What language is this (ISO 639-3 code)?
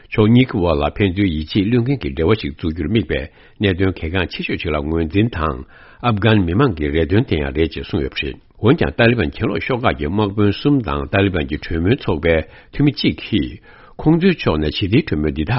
bod